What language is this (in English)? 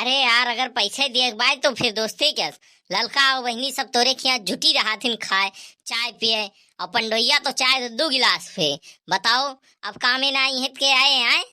Awadhi